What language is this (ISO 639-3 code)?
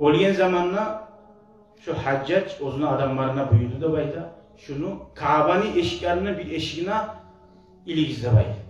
kum